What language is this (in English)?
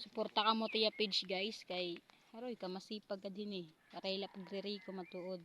Waray